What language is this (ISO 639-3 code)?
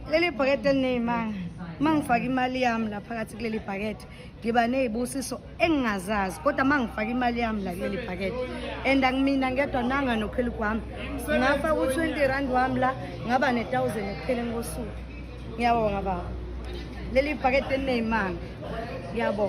zul